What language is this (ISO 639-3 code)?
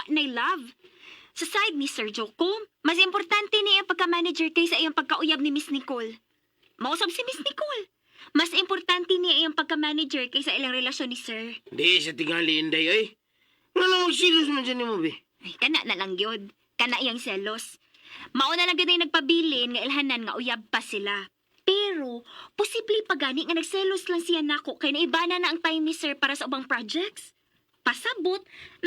ceb